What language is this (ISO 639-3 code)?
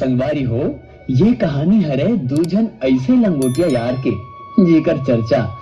hne